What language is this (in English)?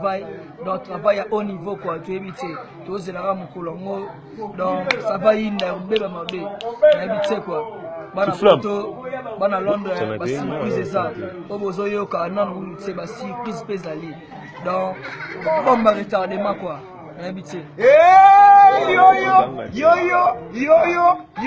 Lingala